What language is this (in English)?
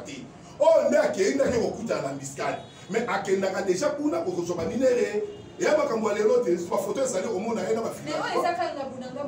Lingala